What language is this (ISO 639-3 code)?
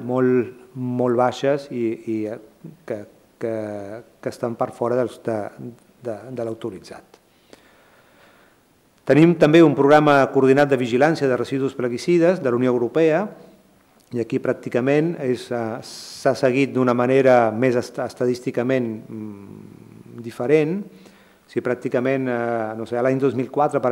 cat